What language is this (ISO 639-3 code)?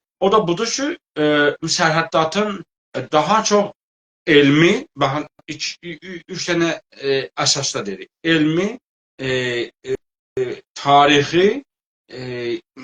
azb